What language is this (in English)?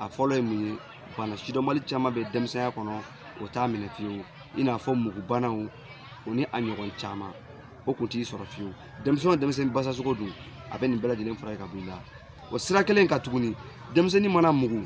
Bambara